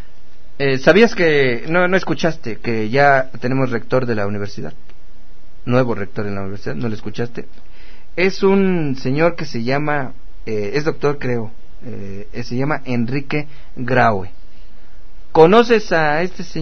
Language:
Spanish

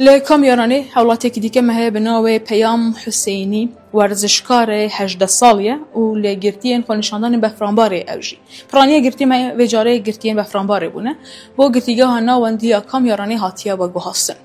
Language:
Kurdish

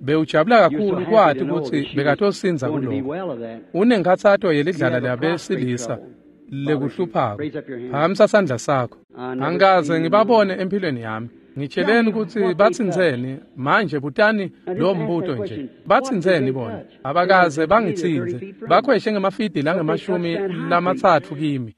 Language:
Swati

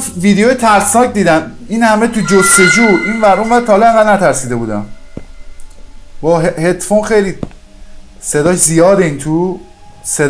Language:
Persian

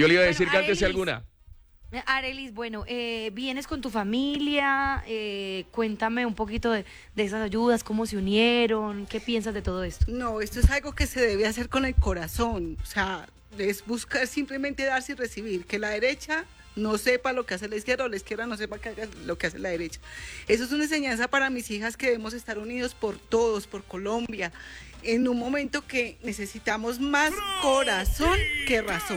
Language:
Spanish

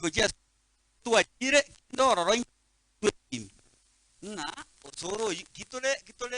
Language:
Gusii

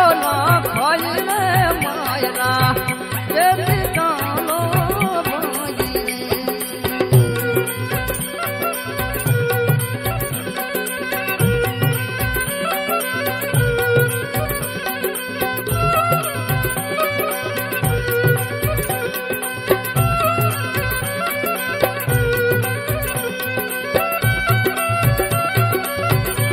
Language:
Gujarati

